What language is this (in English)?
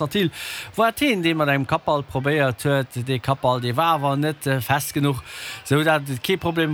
Luxembourgish